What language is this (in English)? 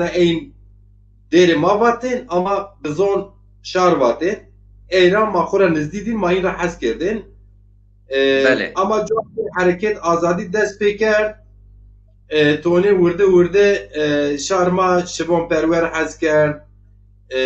Zaza